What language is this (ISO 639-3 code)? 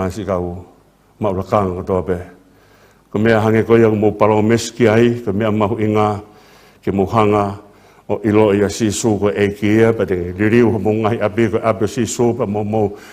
ton